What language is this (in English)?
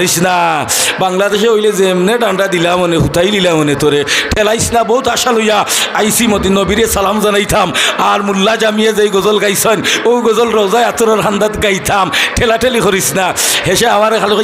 Sylheti